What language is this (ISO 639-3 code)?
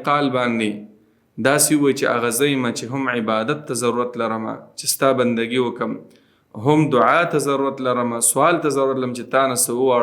pus